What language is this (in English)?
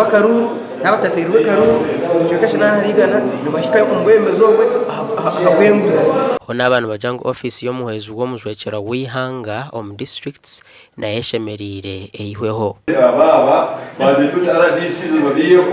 Nyankole